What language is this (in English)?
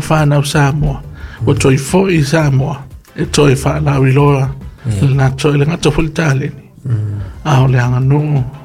Samoan